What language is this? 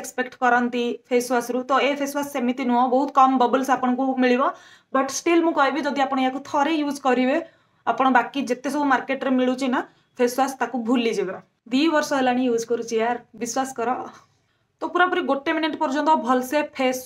Odia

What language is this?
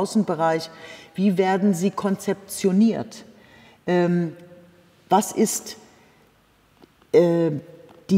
German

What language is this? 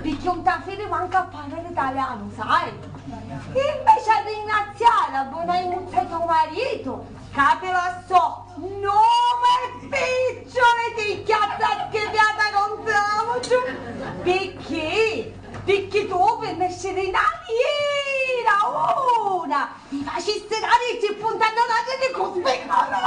Sicilian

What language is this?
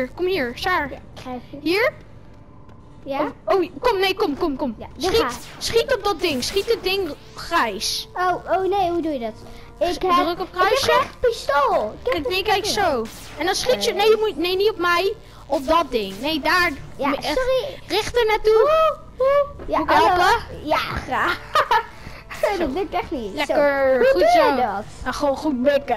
Dutch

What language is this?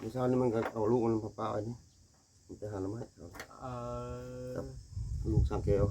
Northeastern Thai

